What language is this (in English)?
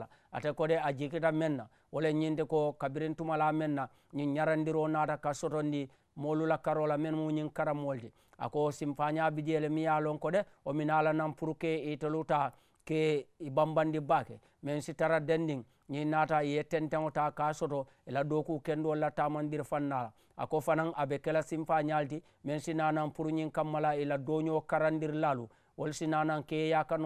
Mandingo